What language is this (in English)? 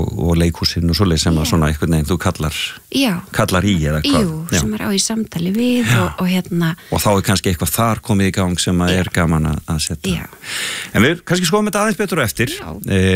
Icelandic